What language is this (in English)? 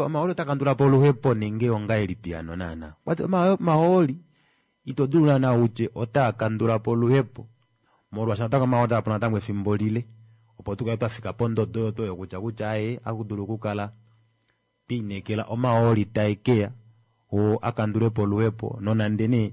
Kuanyama